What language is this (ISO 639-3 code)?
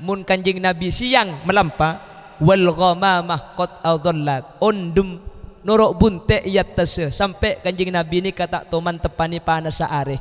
mad